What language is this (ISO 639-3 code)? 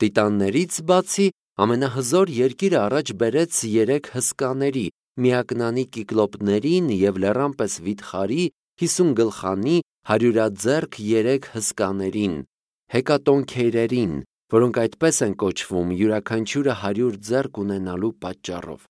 hye